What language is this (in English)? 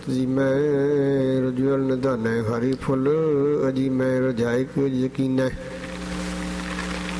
Punjabi